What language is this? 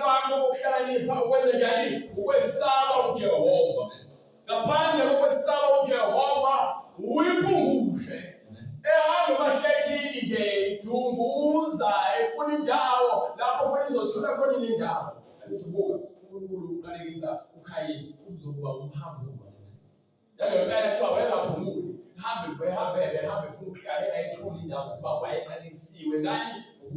Zulu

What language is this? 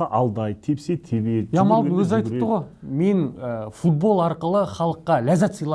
Kazakh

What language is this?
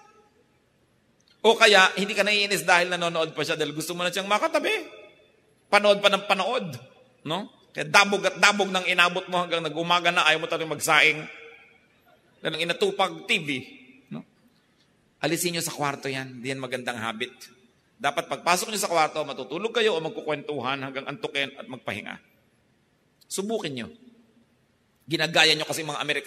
Filipino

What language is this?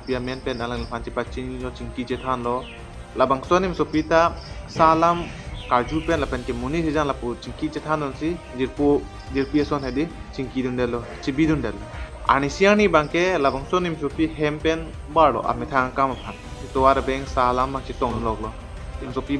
Karbi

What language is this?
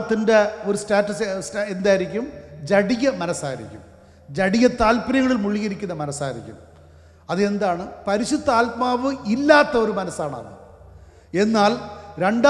Malayalam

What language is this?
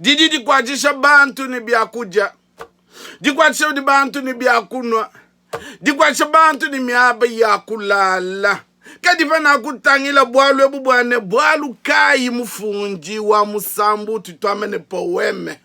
Luba-Lulua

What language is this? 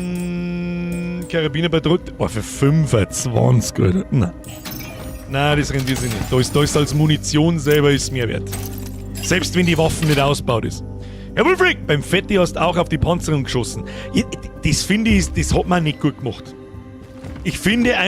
Bavarian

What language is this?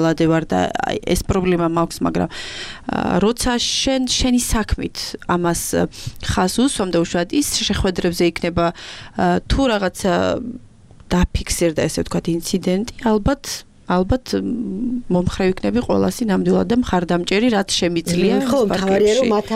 Georgian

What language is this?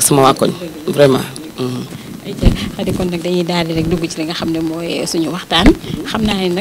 Wolof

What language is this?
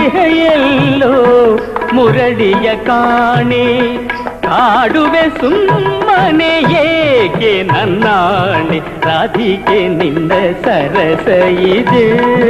Kannada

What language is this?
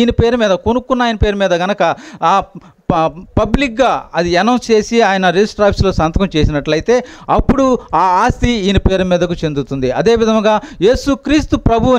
Telugu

